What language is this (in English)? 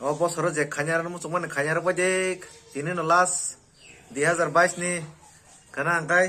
Kok Borok